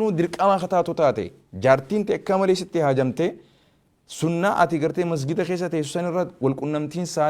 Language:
Oromo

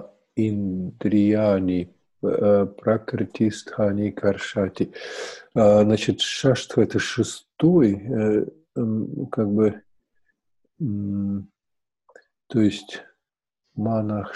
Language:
Russian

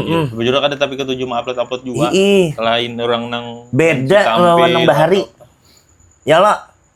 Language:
Banjar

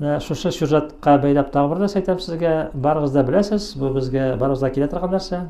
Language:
Tatar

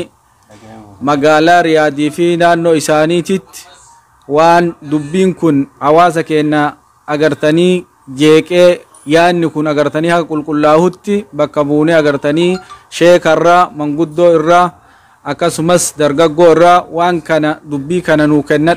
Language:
Oromo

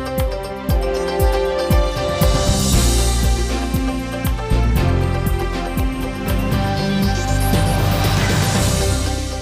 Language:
Udmurt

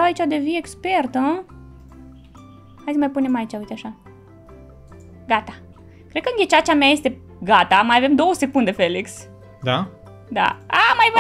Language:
Romanian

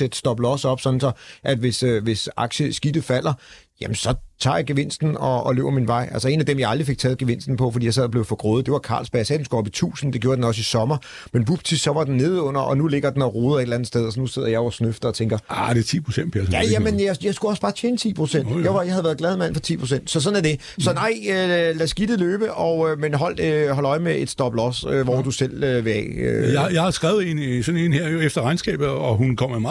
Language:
Danish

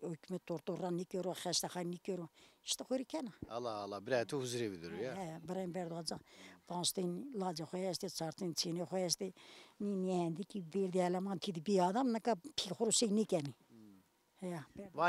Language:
Zaza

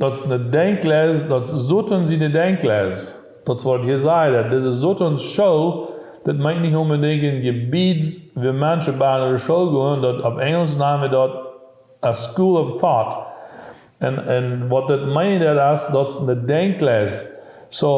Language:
Plautdietsch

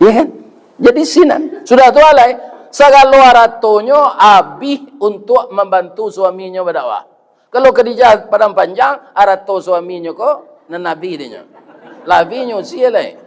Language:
Minangkabau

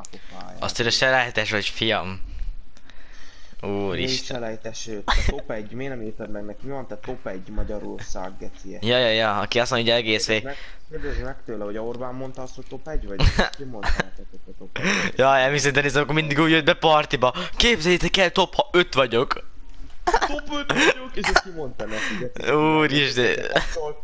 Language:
Hungarian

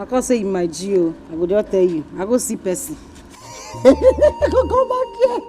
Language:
Nigerian Pidgin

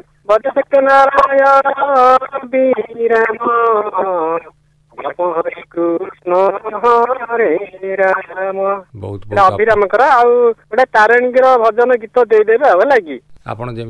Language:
Odia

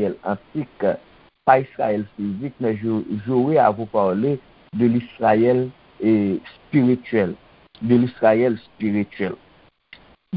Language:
Haitian Creole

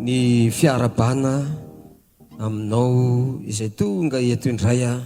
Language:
Malagasy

